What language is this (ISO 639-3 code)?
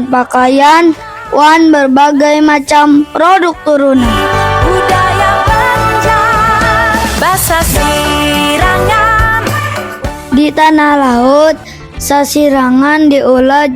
bjn